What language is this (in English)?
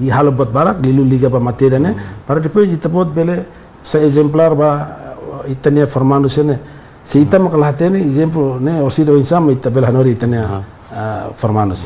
Tetum